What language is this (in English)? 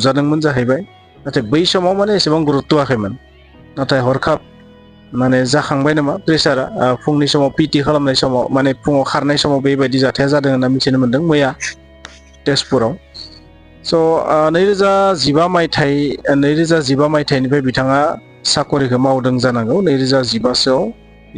Bodo